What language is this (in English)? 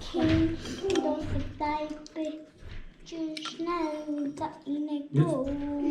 Tibetan